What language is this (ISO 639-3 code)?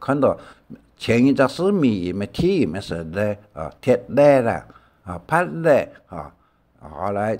hak